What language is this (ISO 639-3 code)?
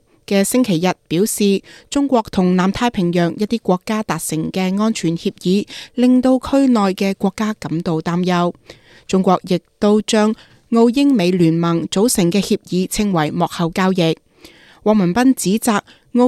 yue